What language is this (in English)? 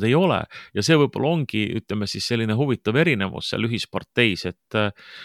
Estonian